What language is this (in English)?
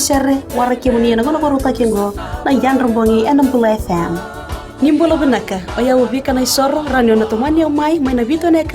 Fijian